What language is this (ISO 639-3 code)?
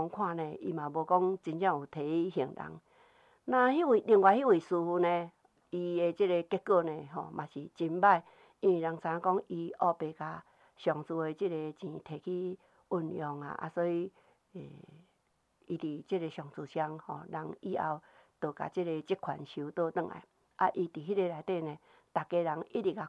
nan